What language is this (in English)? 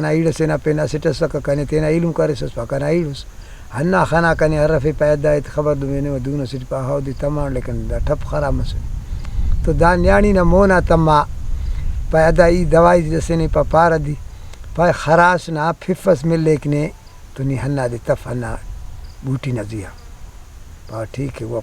Brahui